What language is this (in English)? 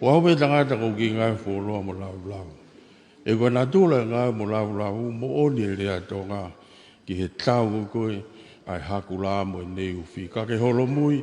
Tongan